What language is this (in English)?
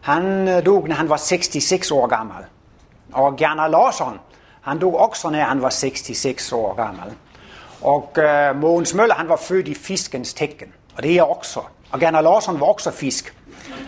Danish